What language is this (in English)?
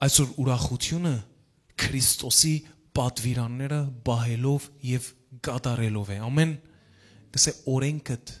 Western Armenian